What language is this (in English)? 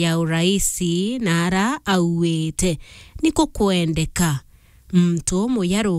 Meru